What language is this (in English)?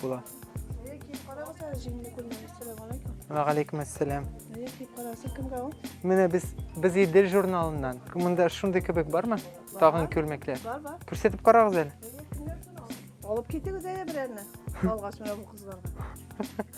Tatar